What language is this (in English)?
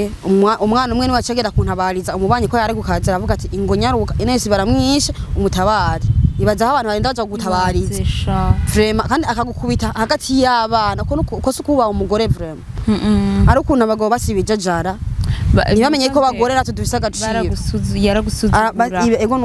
Rundi